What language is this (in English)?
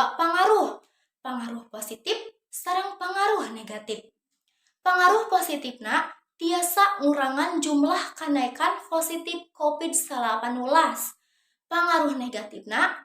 Sundanese